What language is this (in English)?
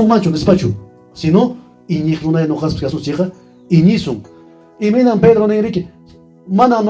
Quechua